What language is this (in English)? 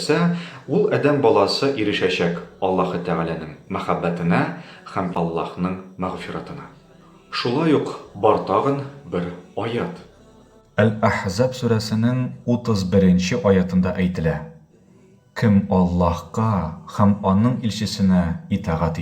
Tatar